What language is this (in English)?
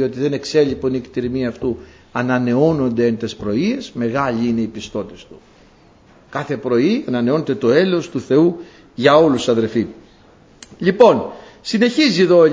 Greek